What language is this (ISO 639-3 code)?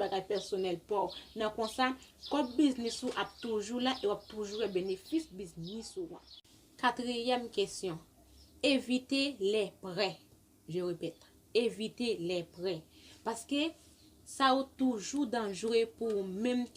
hat